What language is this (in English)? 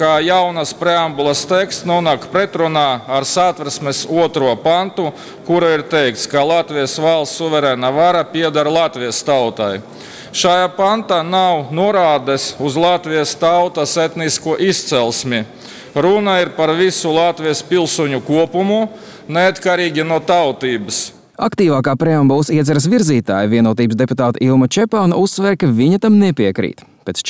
Latvian